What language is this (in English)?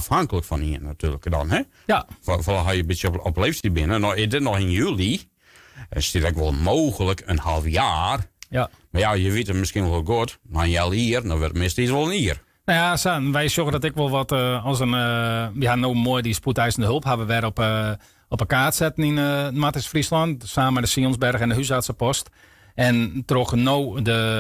Western Frisian